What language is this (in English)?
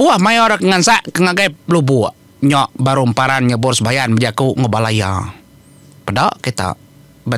Iban